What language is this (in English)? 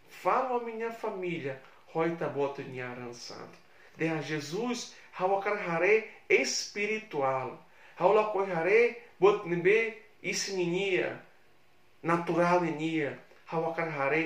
Tetum